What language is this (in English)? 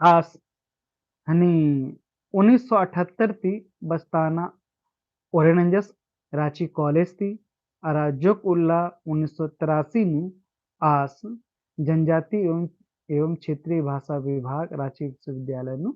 Kurukh